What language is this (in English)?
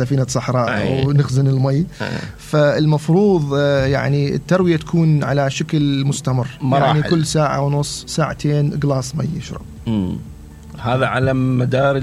Mesopotamian Arabic